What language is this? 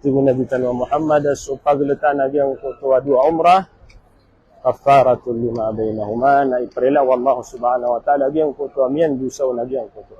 Maranao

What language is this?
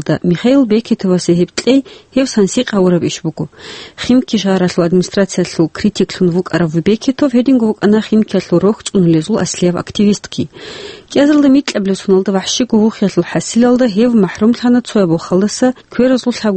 Avaric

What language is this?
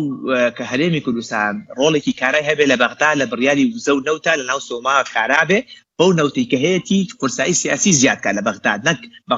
Central Kurdish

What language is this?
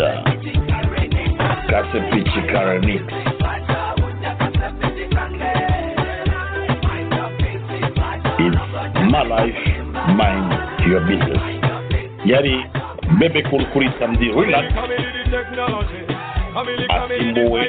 Kinyarwanda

